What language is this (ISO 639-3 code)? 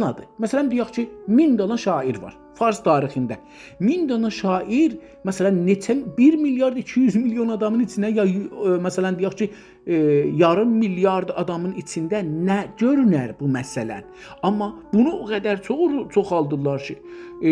azb